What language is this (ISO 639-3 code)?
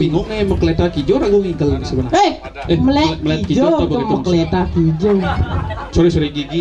ban